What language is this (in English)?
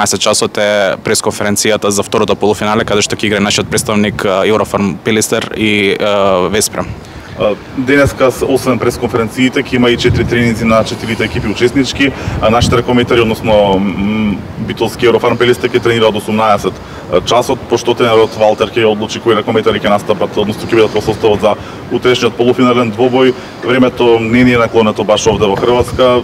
Macedonian